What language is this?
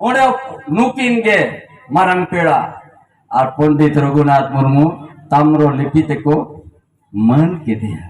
Santali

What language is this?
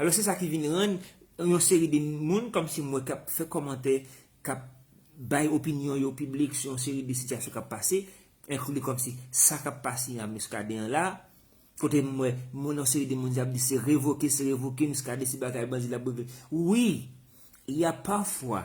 Haitian Creole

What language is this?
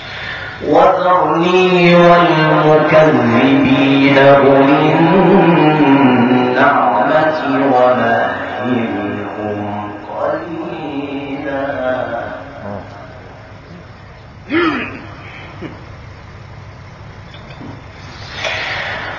Arabic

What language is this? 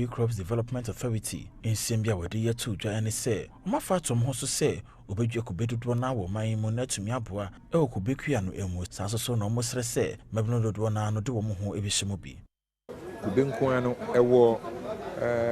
Akan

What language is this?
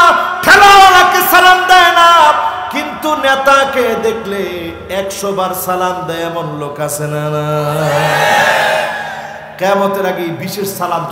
Bangla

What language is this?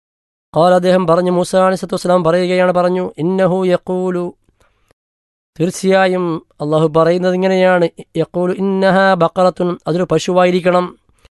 Malayalam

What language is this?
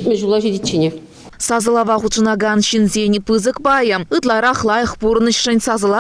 Chuvash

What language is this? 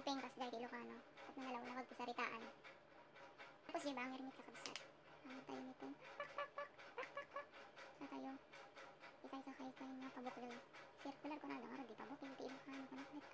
Iloko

